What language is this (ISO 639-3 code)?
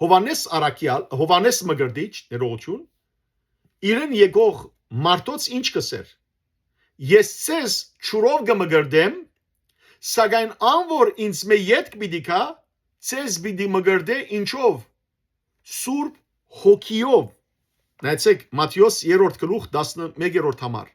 hyw